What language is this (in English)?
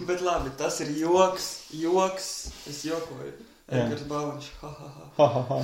Latvian